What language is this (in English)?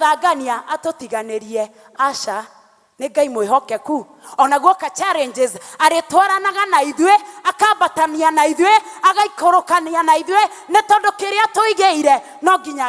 Kikuyu